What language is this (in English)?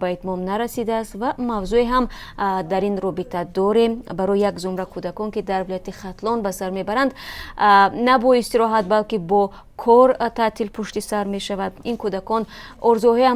Tajik